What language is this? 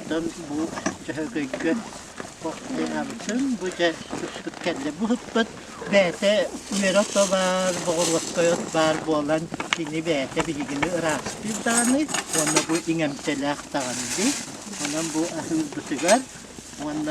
Yakut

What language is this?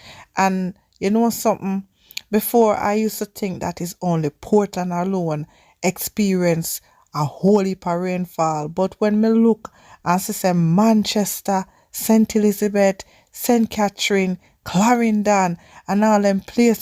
Jamaican Creole English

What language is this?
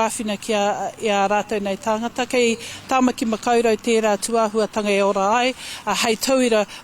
Māori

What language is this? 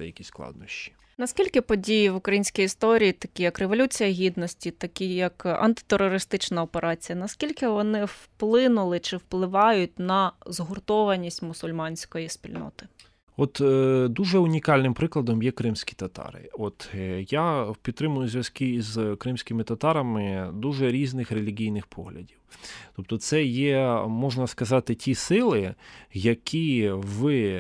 Ukrainian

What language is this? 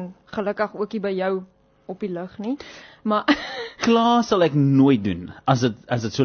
Afrikaans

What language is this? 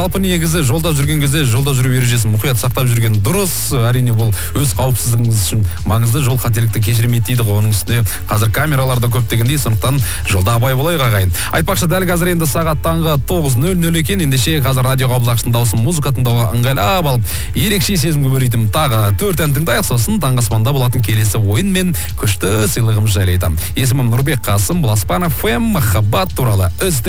Kazakh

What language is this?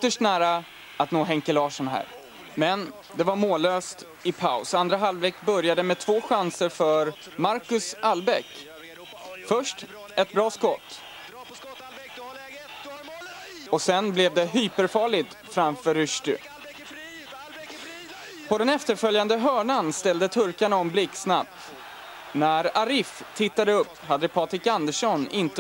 Swedish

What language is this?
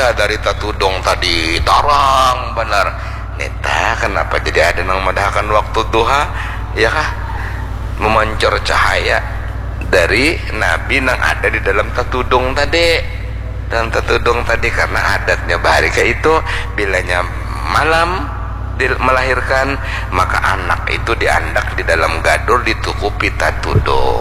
Banjar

